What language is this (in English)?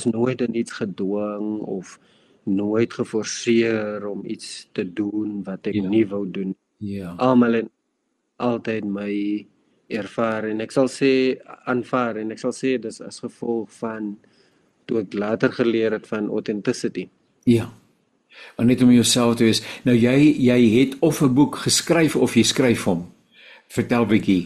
Afrikaans